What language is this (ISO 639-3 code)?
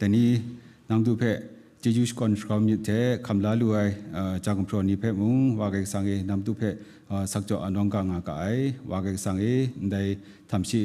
kac